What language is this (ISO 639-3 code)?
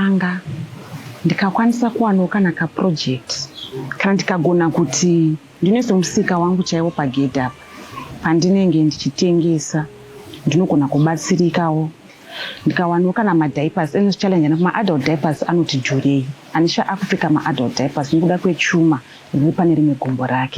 sna